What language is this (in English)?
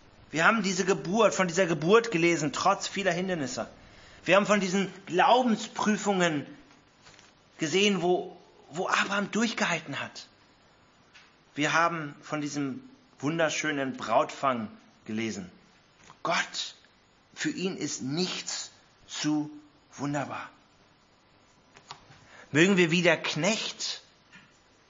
German